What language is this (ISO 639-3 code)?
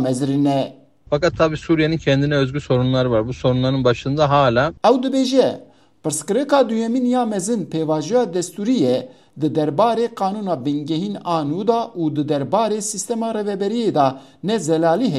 kur